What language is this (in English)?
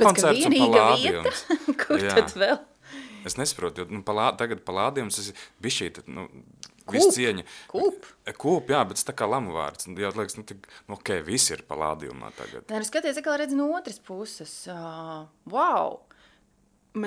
Latvian